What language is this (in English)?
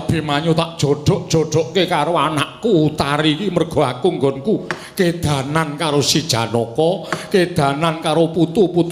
Javanese